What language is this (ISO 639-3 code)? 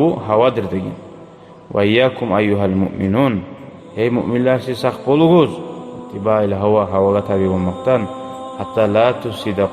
kum